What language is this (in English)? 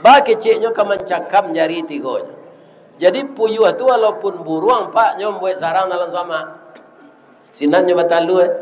Minangkabau